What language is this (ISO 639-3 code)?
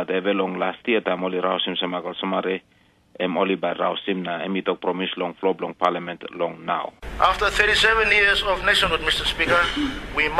tpi